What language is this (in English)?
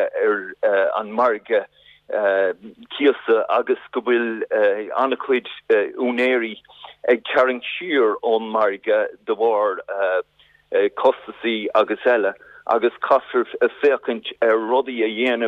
Irish